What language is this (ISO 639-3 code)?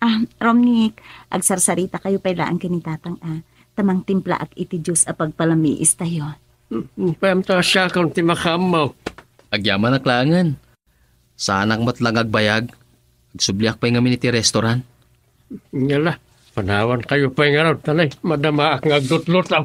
ilo